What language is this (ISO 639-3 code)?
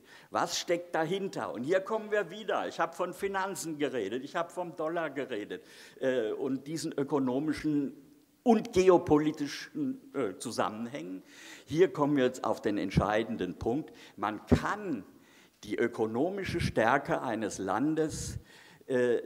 deu